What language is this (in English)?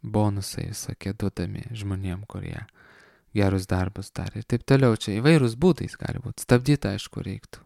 Lithuanian